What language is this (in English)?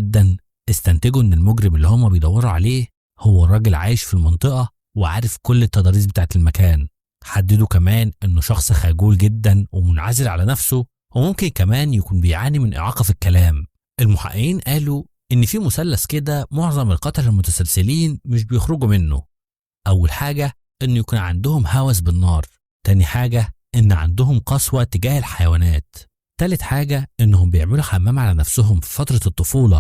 Egyptian Arabic